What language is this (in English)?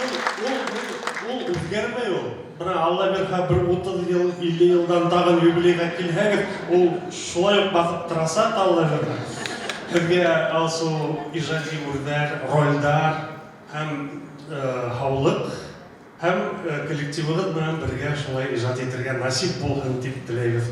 Bashkir